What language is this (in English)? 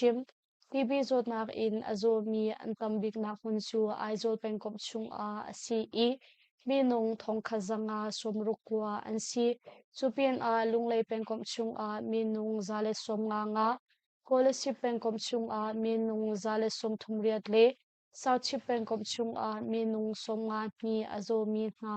Hakha Chin